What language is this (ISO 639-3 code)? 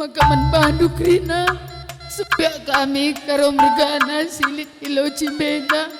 btx